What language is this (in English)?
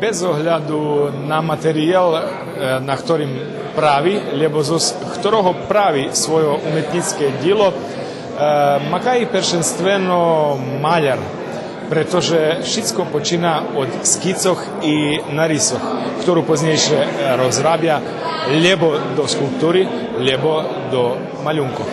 Rusyn